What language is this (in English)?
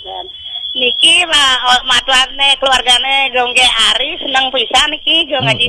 Balinese